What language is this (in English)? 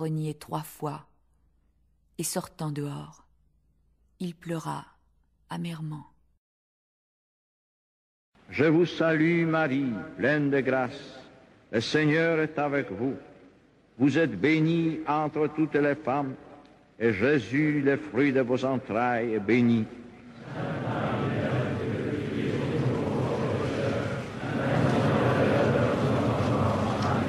French